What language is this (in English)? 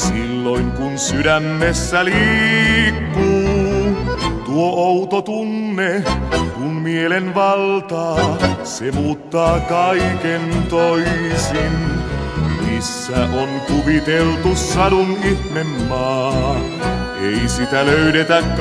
Finnish